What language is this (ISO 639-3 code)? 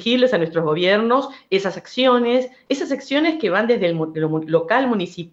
spa